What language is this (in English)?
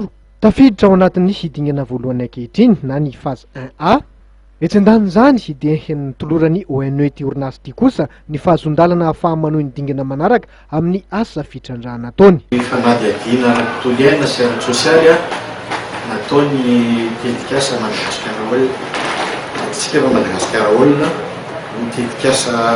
Malagasy